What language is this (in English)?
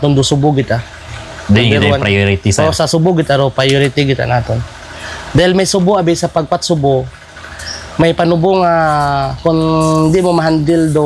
Hiligaynon